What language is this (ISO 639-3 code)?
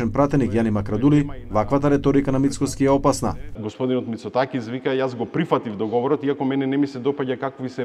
mkd